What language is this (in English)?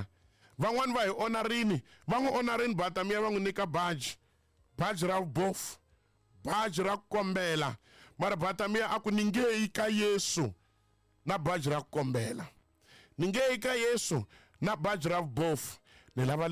Tsonga